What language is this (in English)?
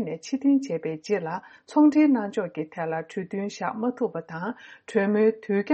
Tibetan